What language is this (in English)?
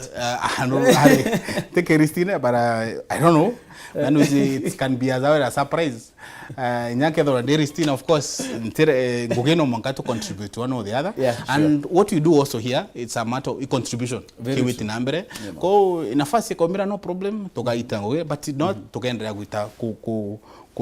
Meru